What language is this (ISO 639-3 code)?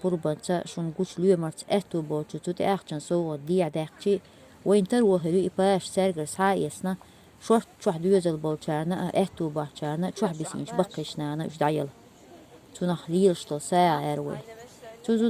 che